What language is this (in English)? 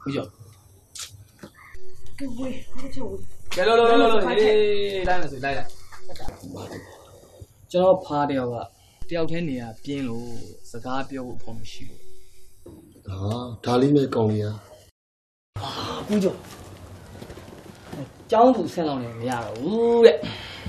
Burmese